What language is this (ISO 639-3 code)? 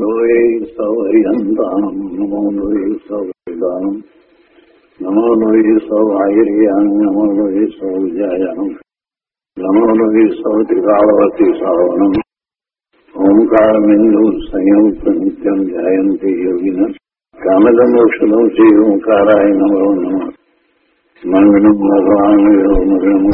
guj